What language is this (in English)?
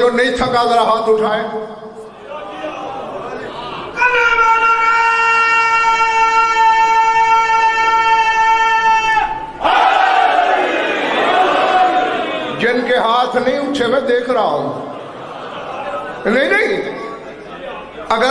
Urdu